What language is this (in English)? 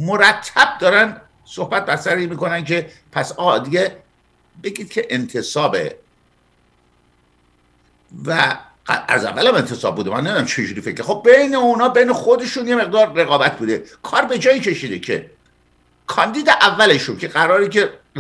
Persian